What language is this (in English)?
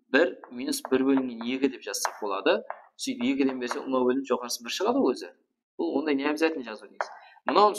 Kara-Kalpak